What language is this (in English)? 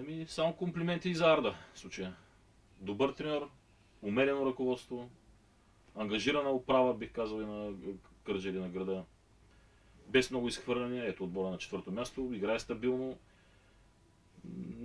Bulgarian